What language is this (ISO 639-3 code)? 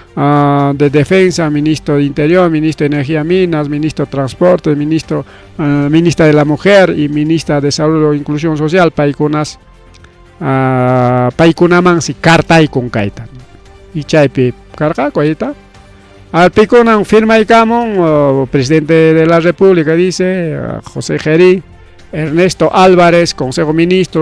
quy